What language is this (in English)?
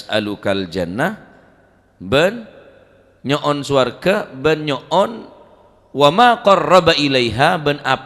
Madurese